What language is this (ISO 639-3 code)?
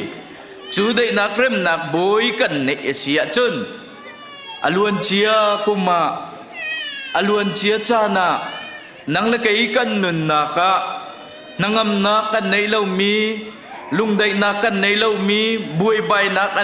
cnh